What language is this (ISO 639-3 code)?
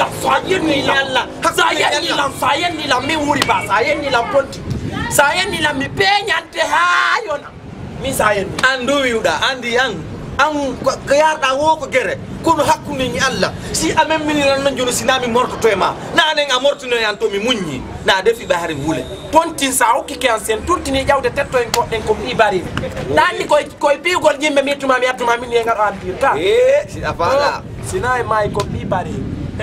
ful